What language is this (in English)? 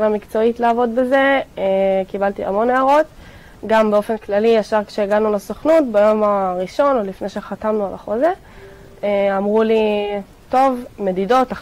Hebrew